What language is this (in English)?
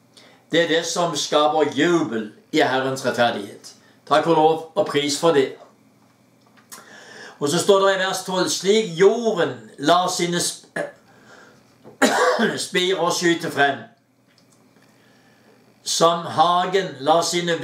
Norwegian